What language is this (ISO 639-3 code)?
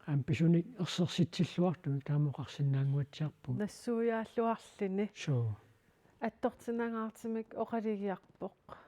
kal